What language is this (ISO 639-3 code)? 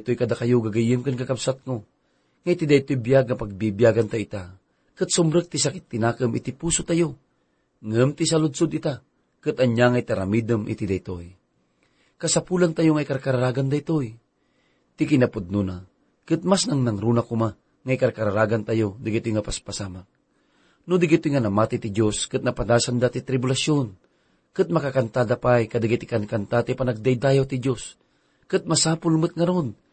ilo